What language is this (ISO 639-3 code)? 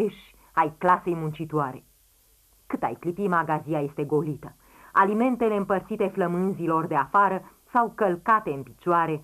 ron